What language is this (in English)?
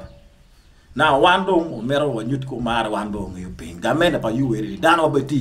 Acoli